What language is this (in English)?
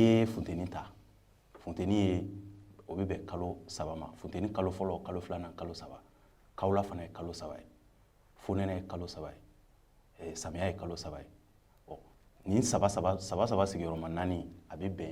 Bambara